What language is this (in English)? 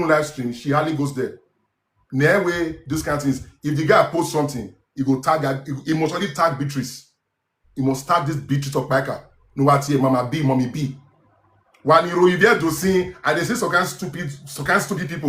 Nigerian Pidgin